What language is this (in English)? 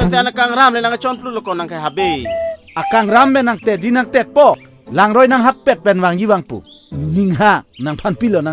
Karbi